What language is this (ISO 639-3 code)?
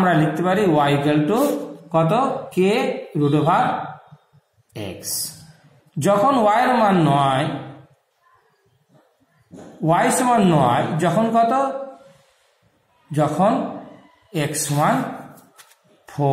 ben